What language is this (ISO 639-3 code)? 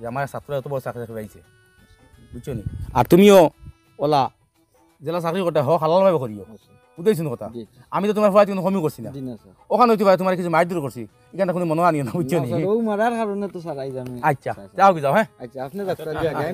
syl